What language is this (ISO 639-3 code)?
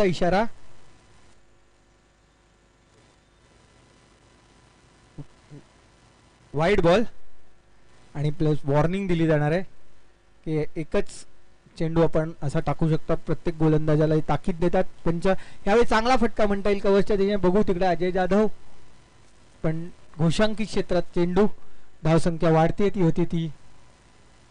mar